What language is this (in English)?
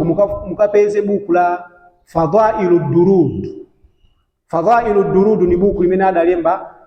Nyanja